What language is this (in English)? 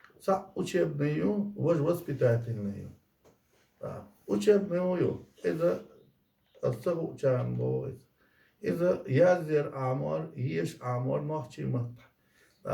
Chechen